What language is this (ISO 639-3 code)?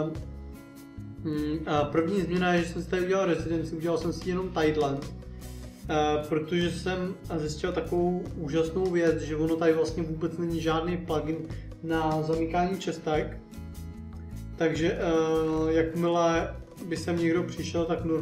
ces